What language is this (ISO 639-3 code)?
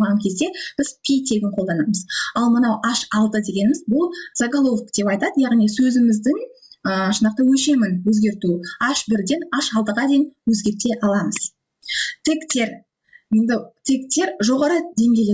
kaz